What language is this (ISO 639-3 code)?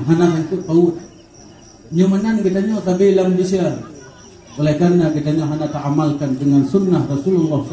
ace